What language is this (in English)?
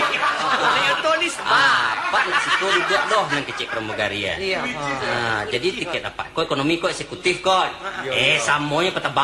Minangkabau